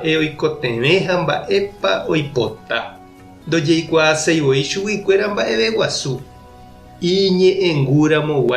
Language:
Guarani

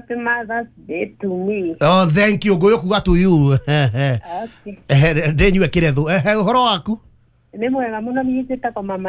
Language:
Kikuyu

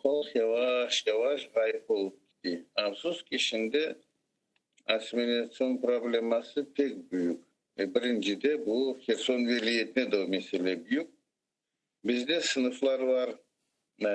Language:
Crimean Tatar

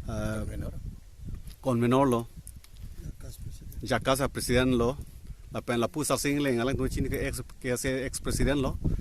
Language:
Karbi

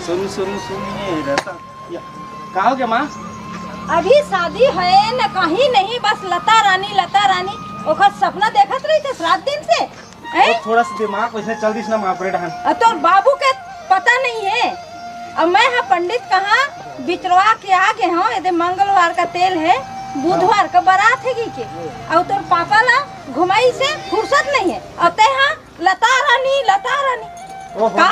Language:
Chhattisgarhi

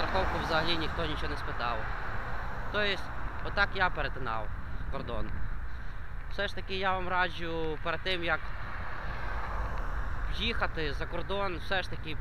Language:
Ukrainian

